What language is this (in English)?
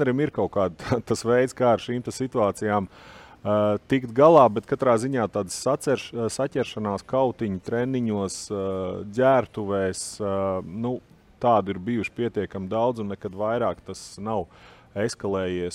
Latvian